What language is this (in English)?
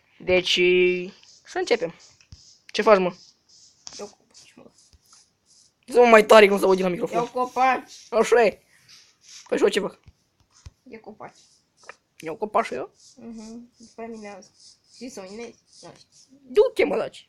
Romanian